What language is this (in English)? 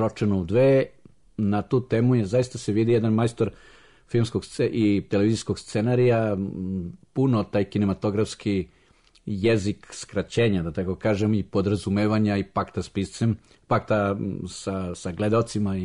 Serbian